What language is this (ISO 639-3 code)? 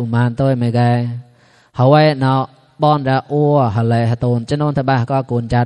mnw